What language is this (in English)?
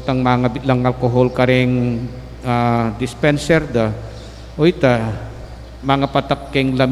Pampanga